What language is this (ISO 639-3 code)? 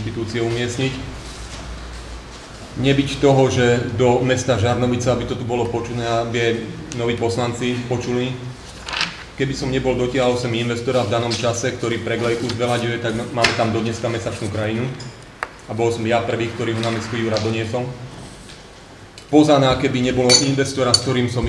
slk